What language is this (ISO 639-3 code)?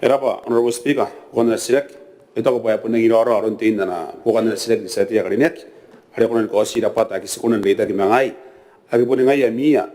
gil